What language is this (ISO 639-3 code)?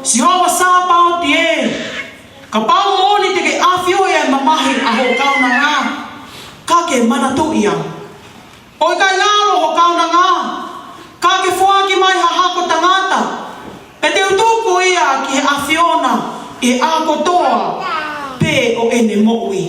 ton